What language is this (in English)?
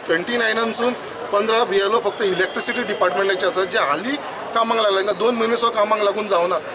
Konkani